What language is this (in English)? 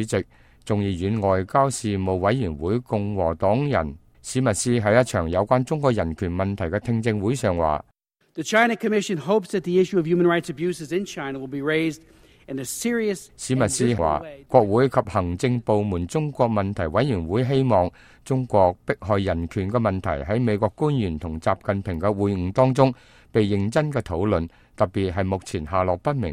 Cantonese